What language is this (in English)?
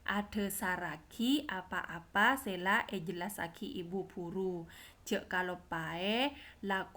Madurese